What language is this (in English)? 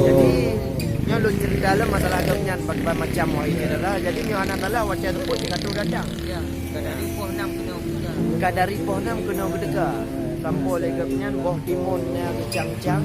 Achinese